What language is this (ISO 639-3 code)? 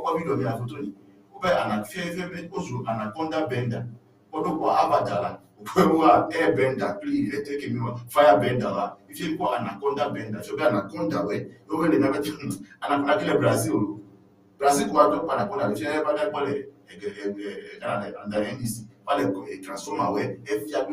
ewe